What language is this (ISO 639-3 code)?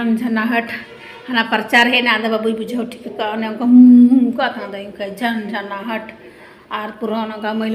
sat